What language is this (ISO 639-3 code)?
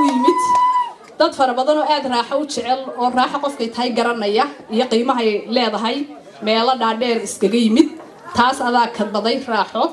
som